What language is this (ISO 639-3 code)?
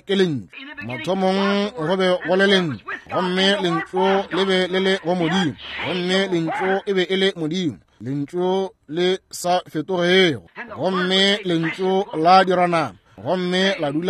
nso